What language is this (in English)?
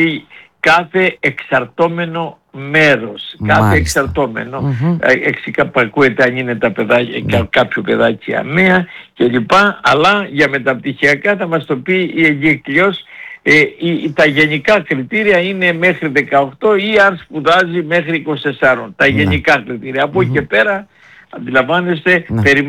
Greek